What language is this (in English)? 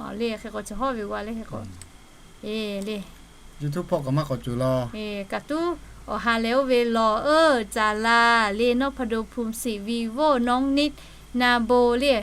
Lahu